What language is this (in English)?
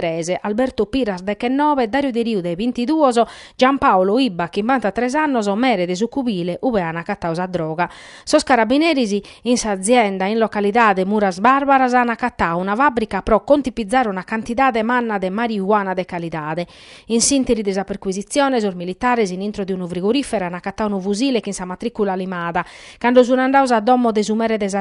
Sardinian